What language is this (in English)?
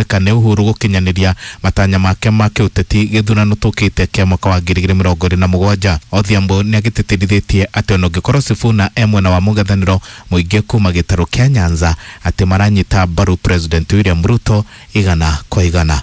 Kikuyu